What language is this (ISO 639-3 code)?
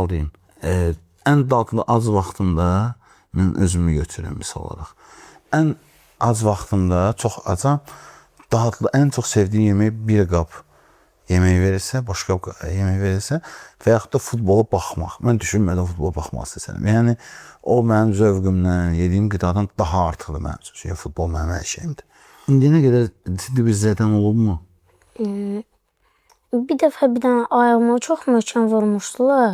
aze